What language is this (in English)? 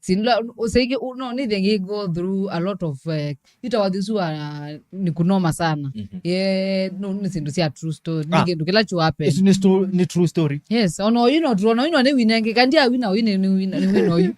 Kamba